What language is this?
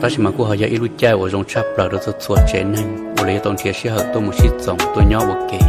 Hmong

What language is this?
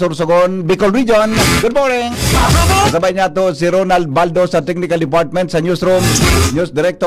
Bikol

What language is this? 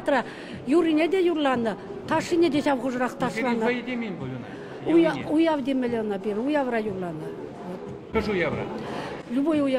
Chuvash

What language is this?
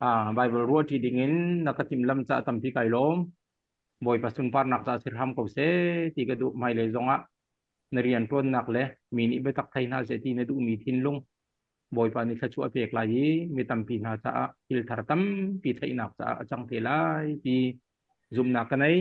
Hakha Chin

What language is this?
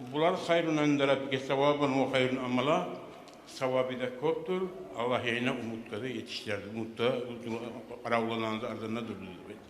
Kumyk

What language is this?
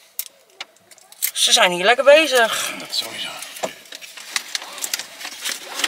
Dutch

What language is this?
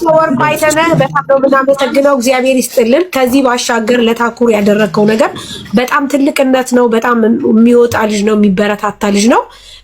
Amharic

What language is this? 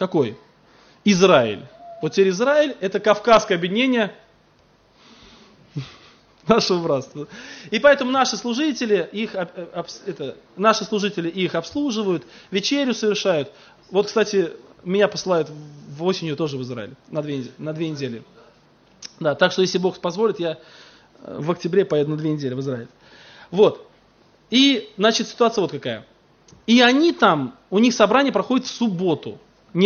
Russian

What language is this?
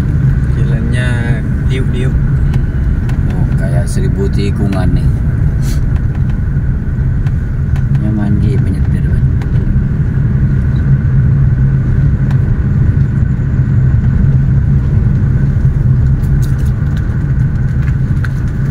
Indonesian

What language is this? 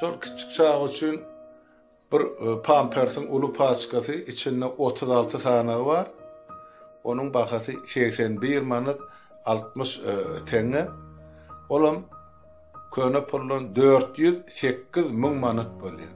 Turkmen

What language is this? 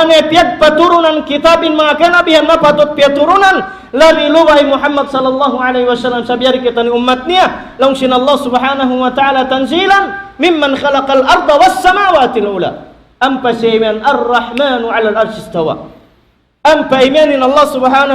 Tausug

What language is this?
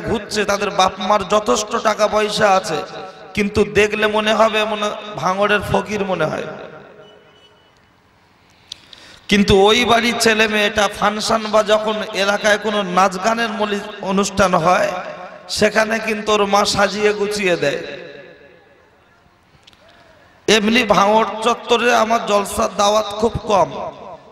Bangla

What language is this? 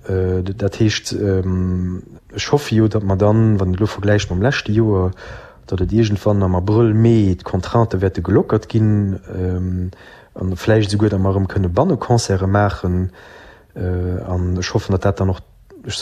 Luxembourgish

